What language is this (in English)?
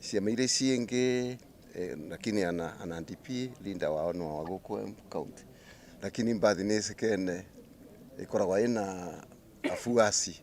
Kikuyu